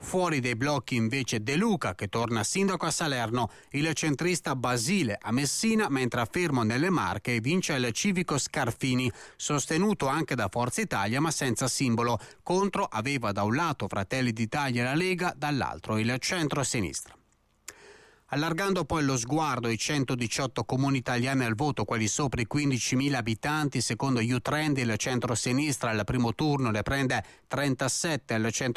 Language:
Italian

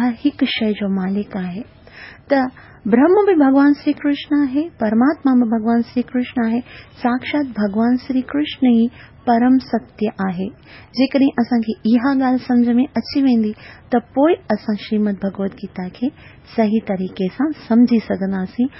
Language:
Sindhi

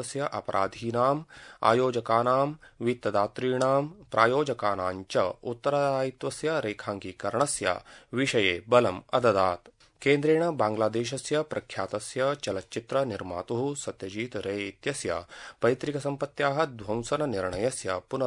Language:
Sanskrit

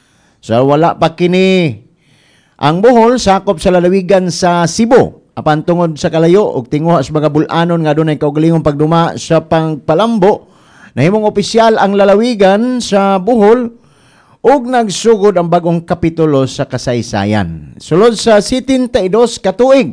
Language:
Cebuano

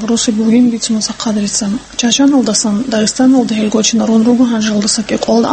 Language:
Avaric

